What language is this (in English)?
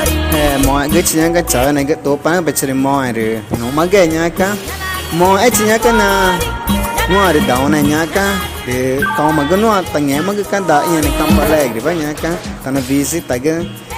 Ticuna